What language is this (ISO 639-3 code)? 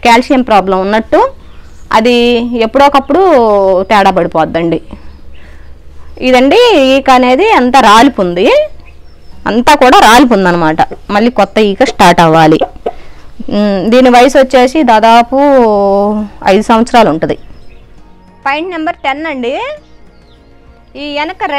tel